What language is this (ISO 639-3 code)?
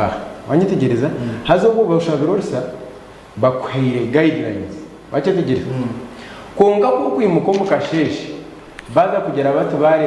nyn